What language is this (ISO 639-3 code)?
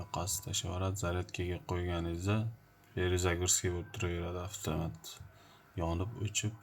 uzb